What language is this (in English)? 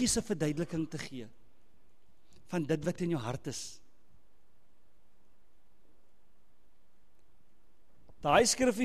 Afrikaans